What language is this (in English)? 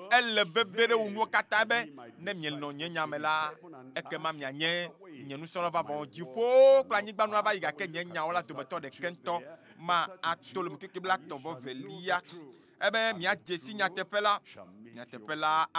Ewe